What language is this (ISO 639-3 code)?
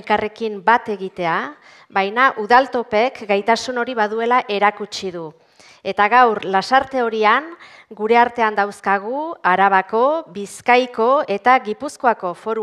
eus